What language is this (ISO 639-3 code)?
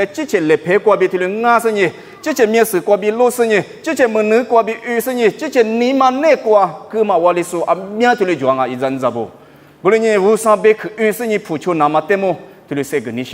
lis